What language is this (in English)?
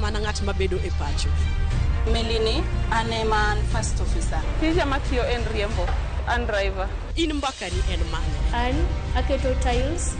Luo (Kenya and Tanzania)